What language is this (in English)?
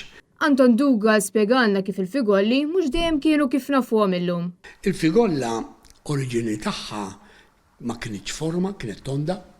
Maltese